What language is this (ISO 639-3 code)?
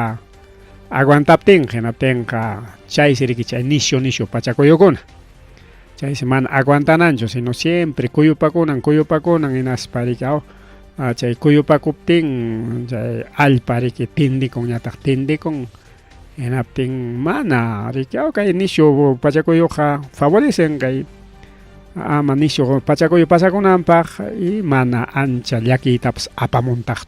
quy